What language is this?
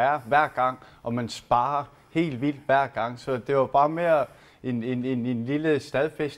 Danish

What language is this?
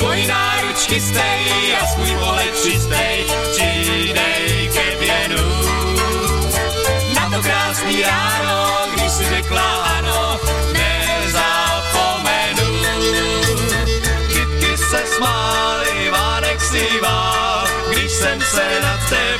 Czech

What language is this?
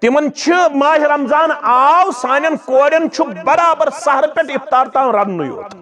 Kashmiri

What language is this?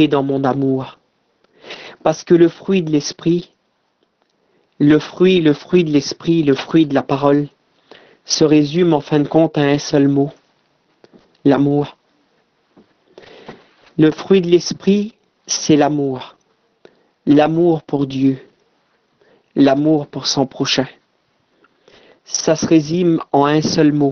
French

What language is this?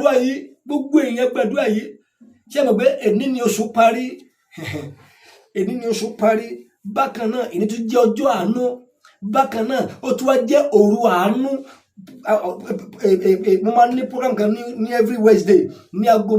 Yoruba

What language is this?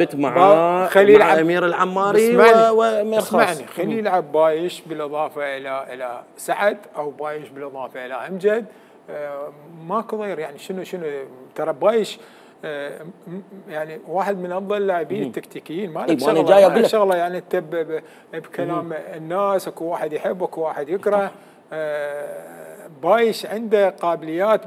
Mesopotamian Arabic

